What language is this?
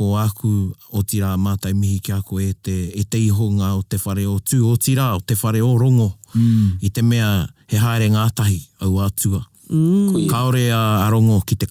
Māori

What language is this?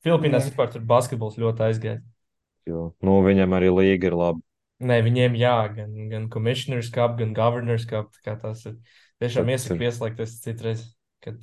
Latvian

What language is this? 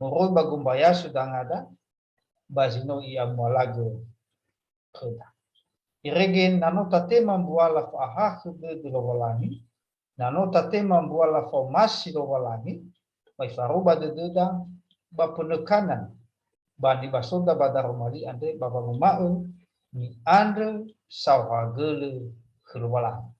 Nias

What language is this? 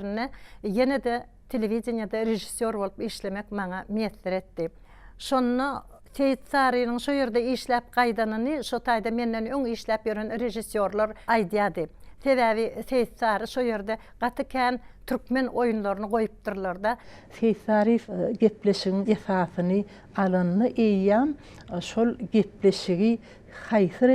Turkmen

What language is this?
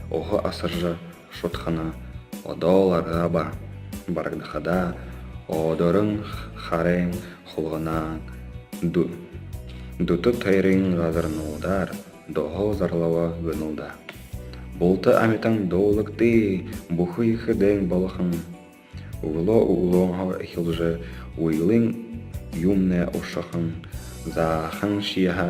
Buriat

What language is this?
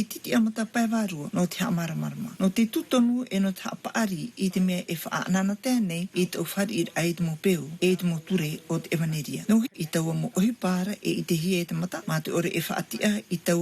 Tahitian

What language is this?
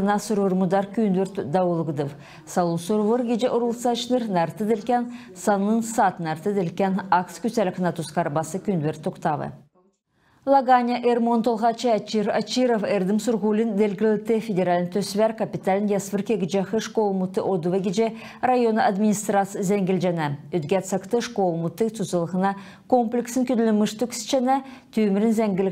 Kalmyk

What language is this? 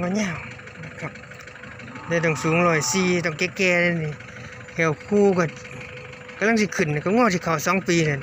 Northeastern Thai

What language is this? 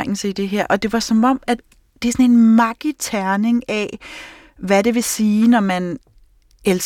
Danish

